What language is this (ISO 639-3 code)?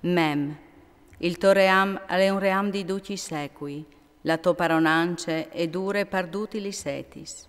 fur